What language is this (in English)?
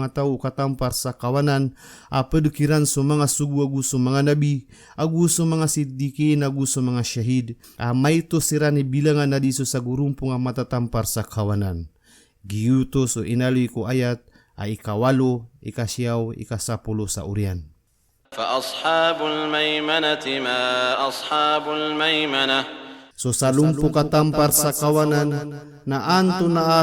Maranao